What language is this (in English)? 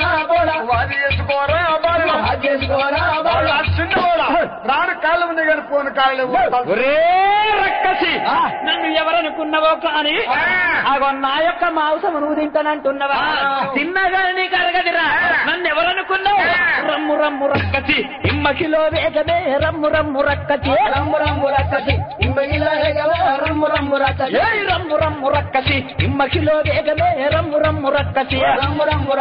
Telugu